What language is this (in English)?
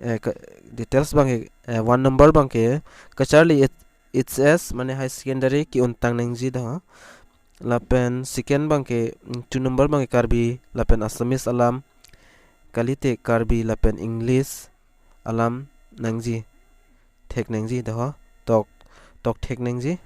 Karbi